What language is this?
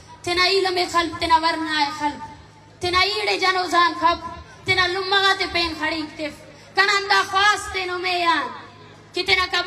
Brahui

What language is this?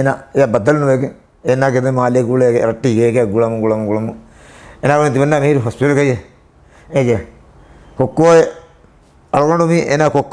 Divehi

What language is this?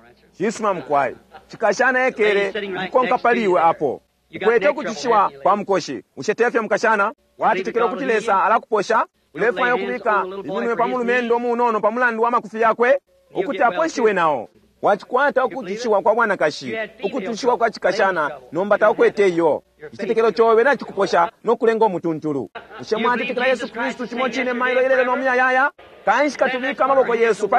Bemba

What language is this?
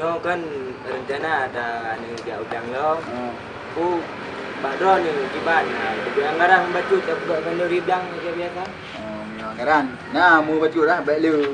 Achinese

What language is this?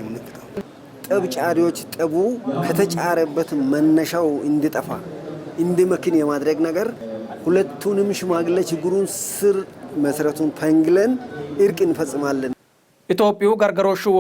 Sidamo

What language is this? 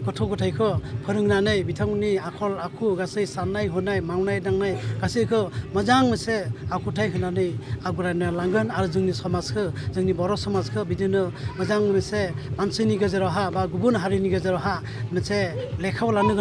Bodo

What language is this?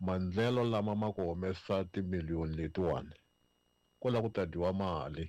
Tsonga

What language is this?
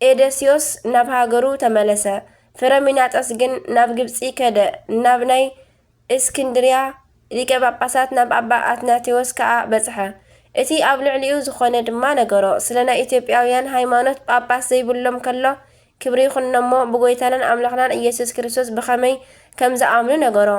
Tigrinya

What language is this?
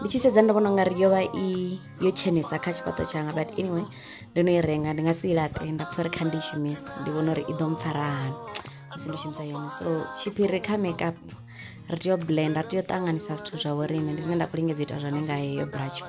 Venda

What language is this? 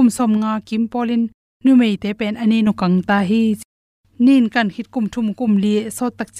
Tedim Chin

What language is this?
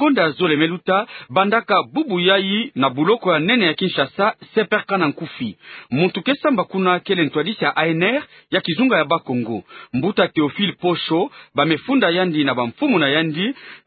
Kituba (Democratic Republic of Congo)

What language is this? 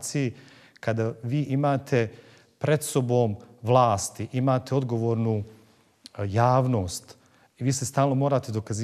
Bosnian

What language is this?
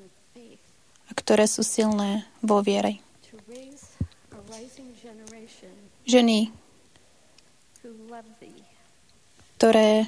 Slovak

